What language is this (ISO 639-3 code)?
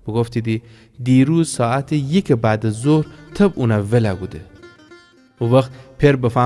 glk